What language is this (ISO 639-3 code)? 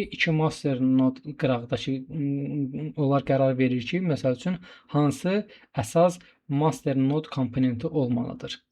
aze